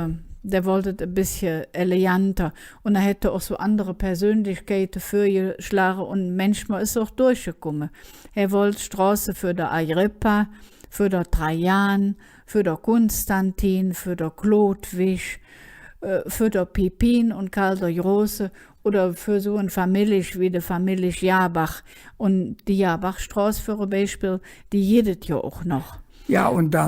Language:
Colognian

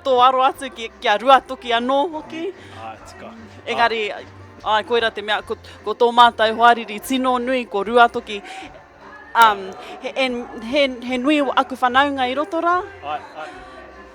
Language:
Māori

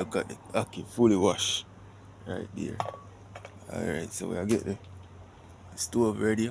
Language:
Jamaican Creole English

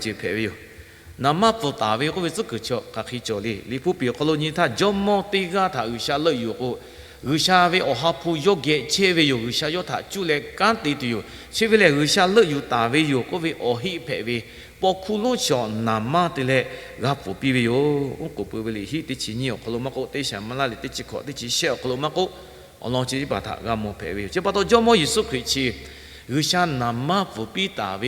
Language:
Lahu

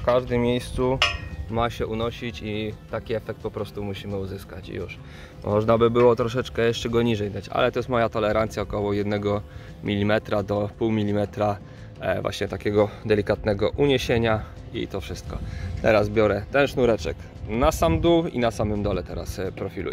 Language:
Polish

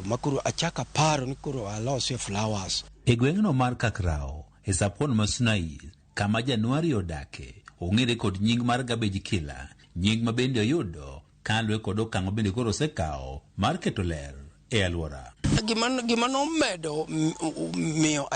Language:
Luo (Kenya and Tanzania)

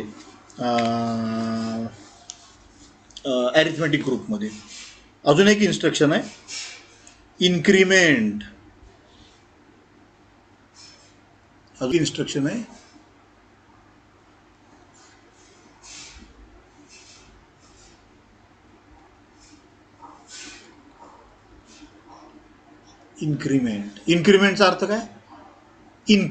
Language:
Marathi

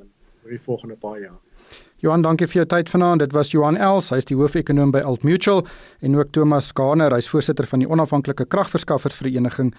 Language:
Afrikaans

